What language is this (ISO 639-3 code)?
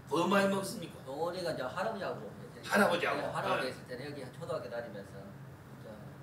kor